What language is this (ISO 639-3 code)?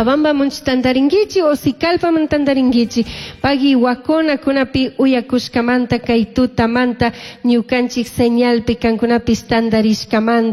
qug